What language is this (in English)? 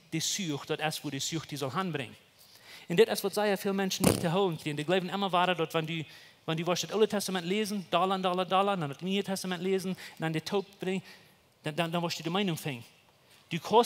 Plautdietsch